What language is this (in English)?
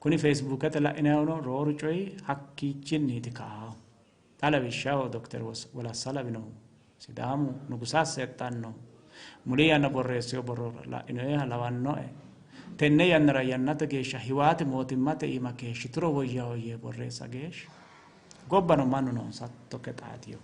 Sidamo